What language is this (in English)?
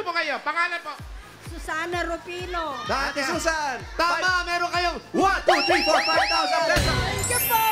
Filipino